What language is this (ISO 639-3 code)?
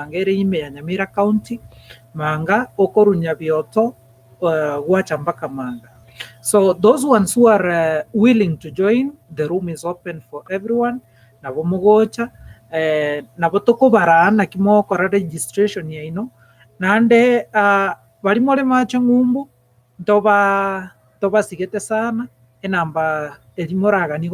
guz